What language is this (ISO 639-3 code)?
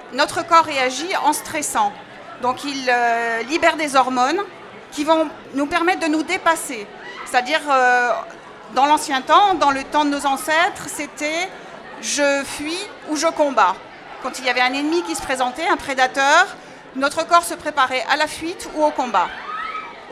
fra